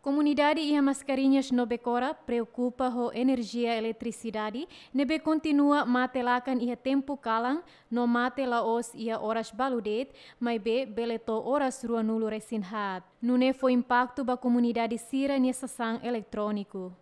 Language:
Tetum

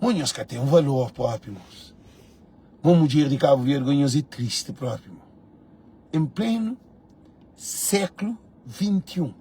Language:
Kabuverdianu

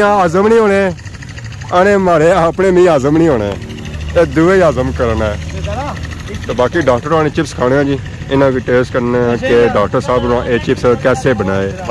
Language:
Pahari-Potwari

